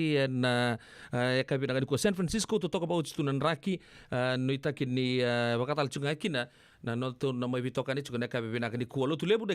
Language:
Fijian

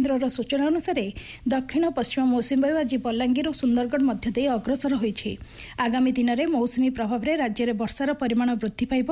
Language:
Odia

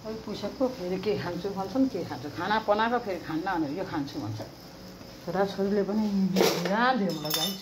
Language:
Nepali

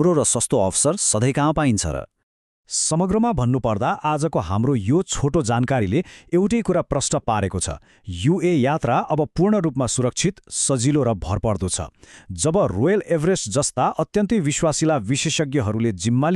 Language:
Nepali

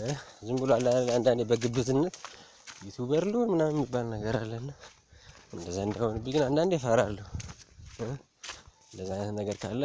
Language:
Amharic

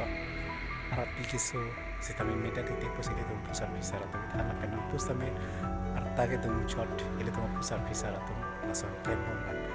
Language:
Karbi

